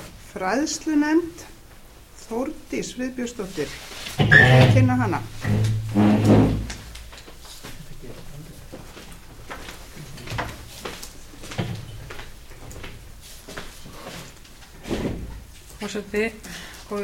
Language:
Icelandic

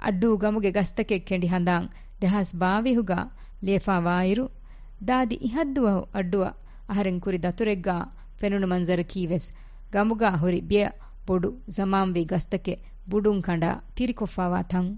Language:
Divehi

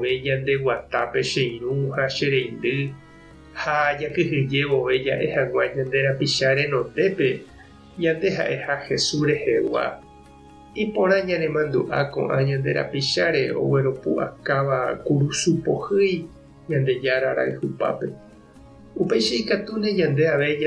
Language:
Guarani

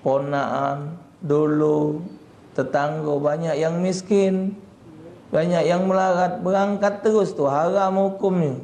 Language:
Musi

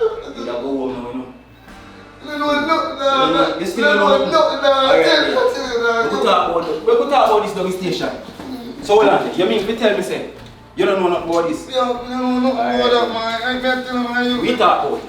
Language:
Jamaican Creole English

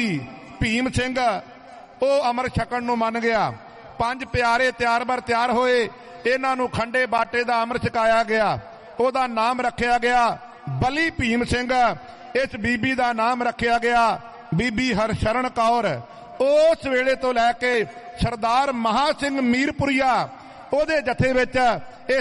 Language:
Punjabi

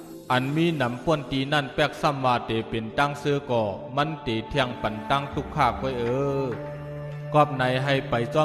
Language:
Shan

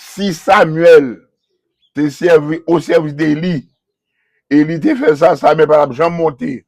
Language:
Haitian Creole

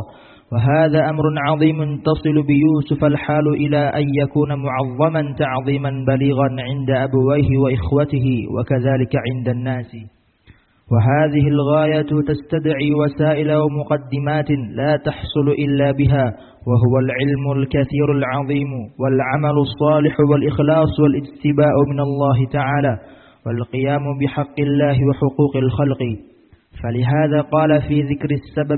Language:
Arabic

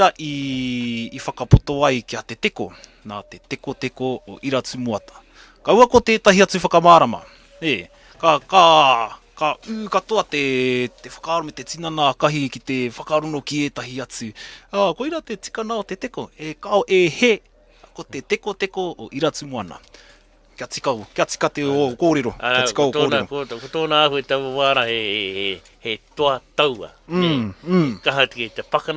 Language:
Māori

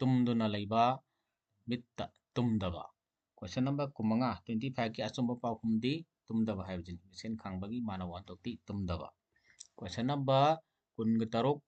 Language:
Manipuri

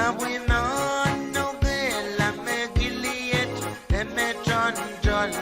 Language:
Pohnpeian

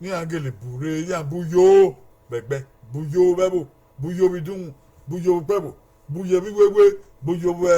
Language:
Bini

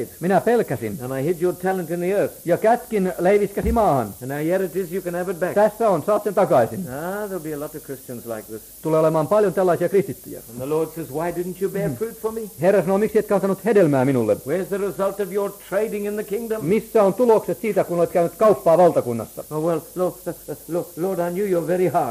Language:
Finnish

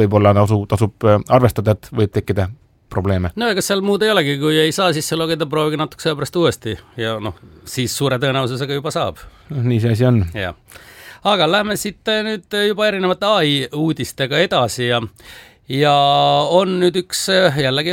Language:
Estonian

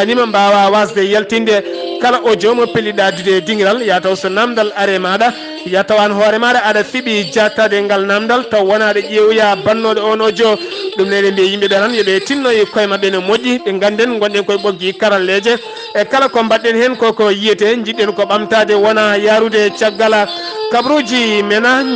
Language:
Fula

